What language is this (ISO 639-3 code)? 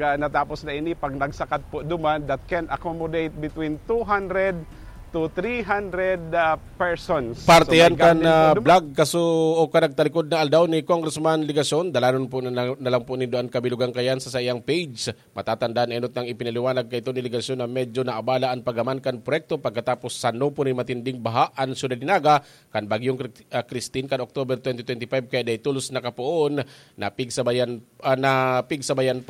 bik